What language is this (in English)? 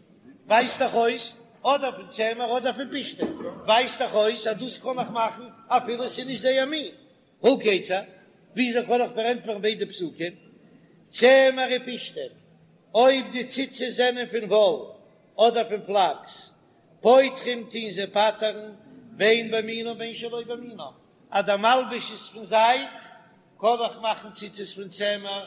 Yiddish